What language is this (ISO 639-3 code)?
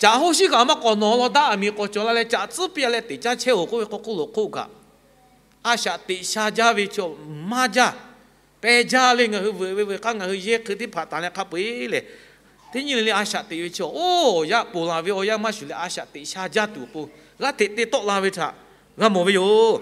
lhu